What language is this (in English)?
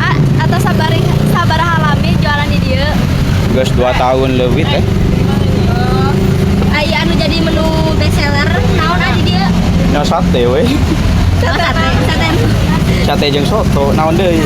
Sundanese